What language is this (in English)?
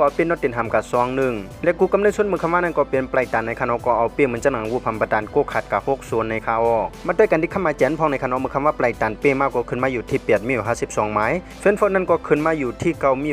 Shan